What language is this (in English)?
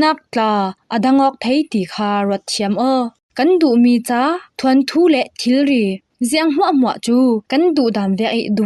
Falam Chin